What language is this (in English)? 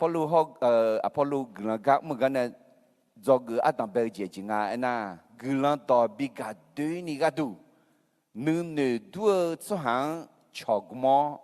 Akha